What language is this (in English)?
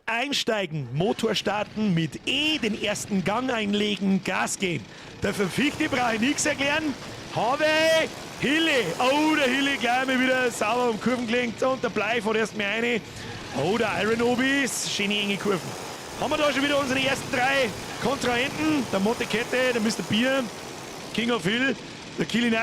Bavarian